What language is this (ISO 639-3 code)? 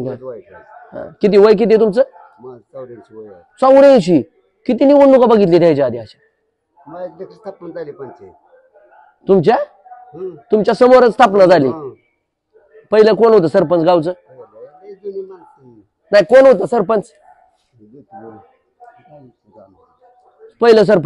mar